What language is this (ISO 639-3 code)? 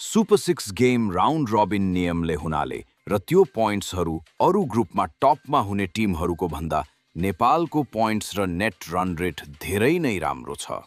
nep